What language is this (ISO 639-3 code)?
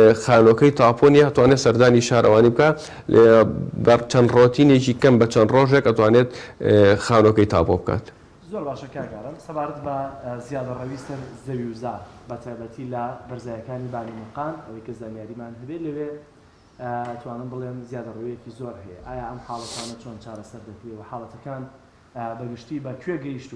ckb